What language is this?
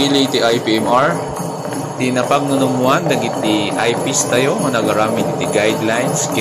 Iloko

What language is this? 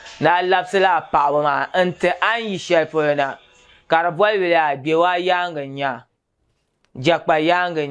Dagbani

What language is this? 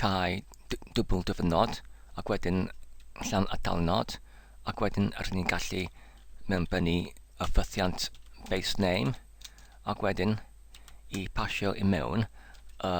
Welsh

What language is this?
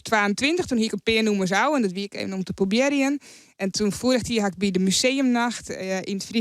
Western Frisian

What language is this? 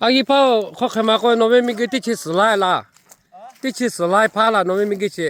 Lahu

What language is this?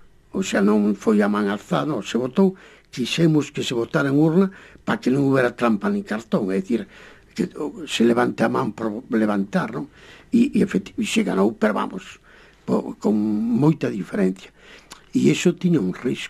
Galician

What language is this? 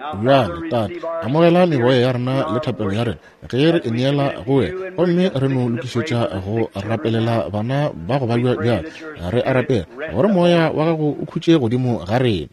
Northern Sotho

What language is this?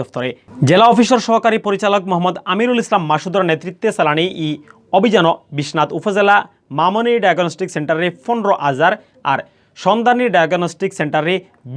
Sylheti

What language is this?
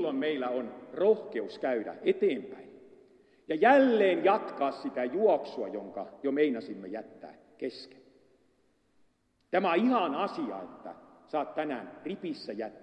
Finnish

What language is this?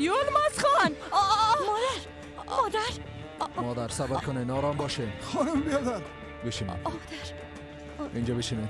Persian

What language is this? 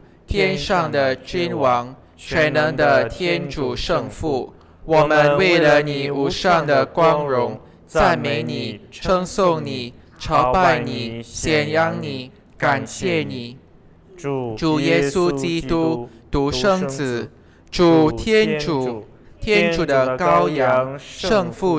Chinese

